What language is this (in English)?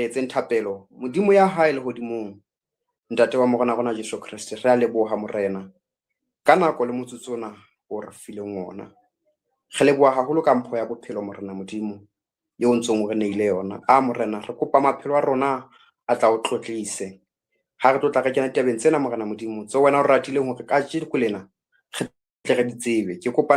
Southern Sotho